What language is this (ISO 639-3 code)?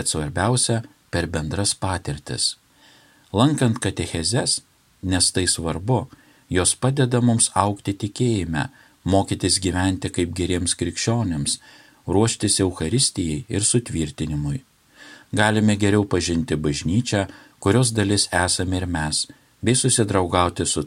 lit